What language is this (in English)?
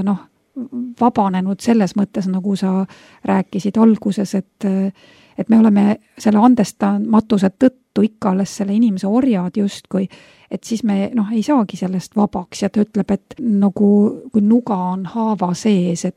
Estonian